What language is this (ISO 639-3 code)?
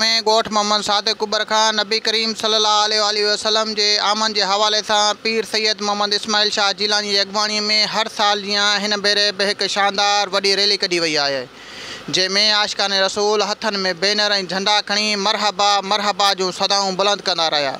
snd